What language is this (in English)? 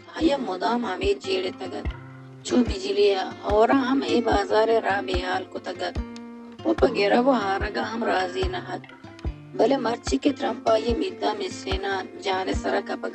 Baluchi